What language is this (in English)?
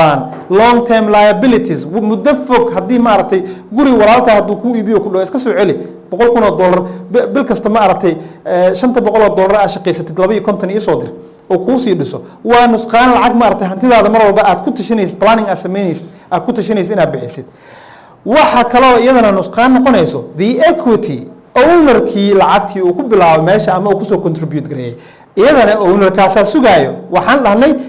Somali